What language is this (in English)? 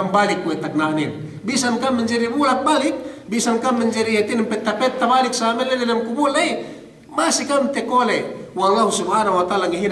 Yakan